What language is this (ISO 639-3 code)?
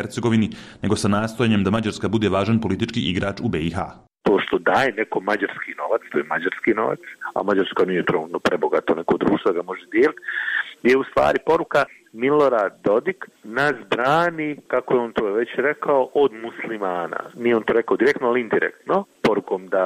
bos